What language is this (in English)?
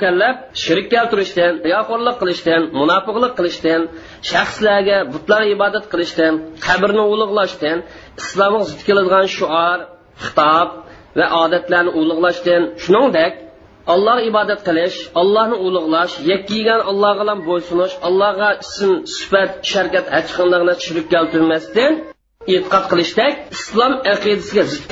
Uyghur